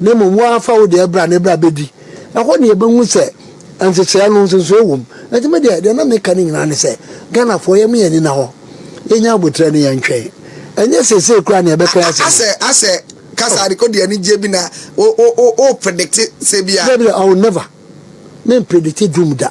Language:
Akan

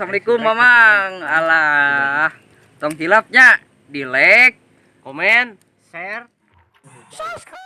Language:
Sundanese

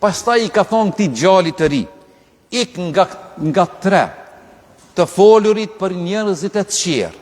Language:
Albanian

